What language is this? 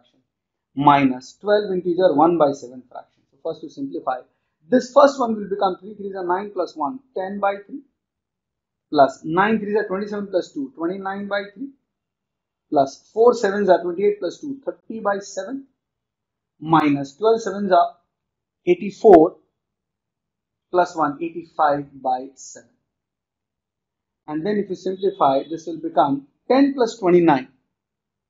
English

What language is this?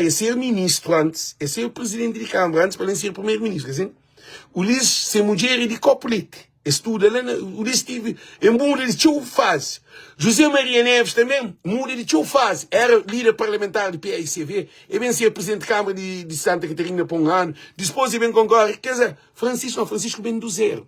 Kabuverdianu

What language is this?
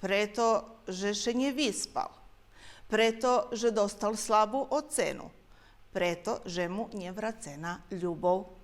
Rusyn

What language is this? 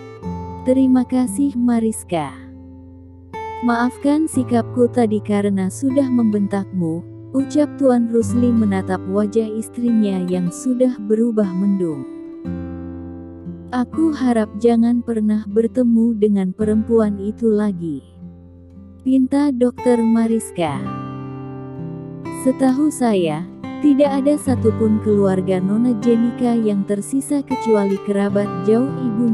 Indonesian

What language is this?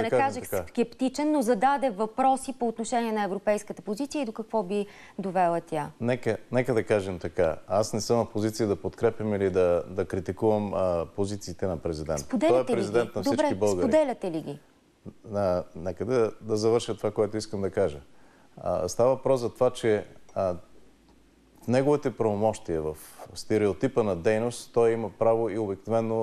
Bulgarian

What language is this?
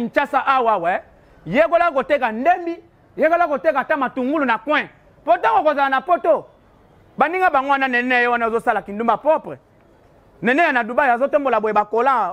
Lingala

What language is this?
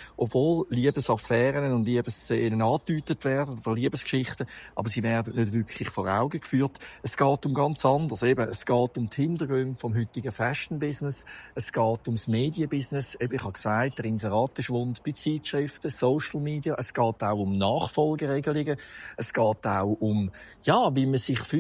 Swiss German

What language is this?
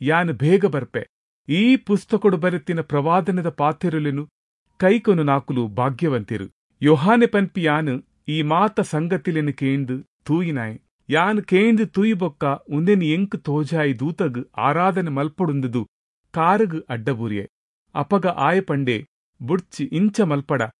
Tulu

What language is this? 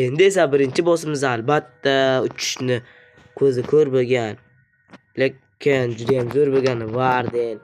Uzbek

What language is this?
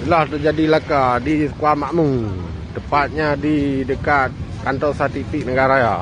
Achinese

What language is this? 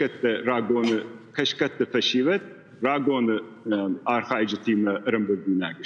Ossetic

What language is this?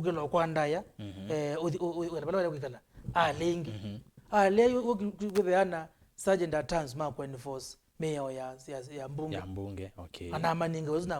Kamba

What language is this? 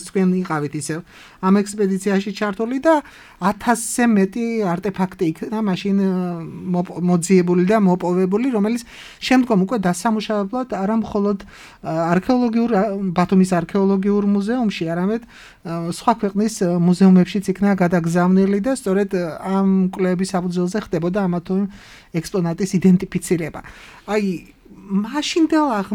Georgian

